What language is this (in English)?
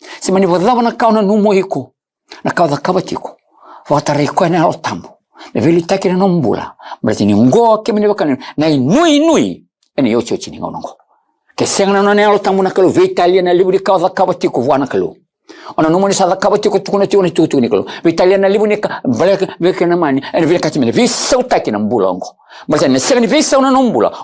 Fijian